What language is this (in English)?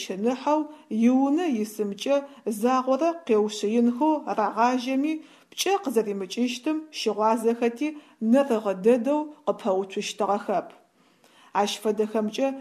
Adyghe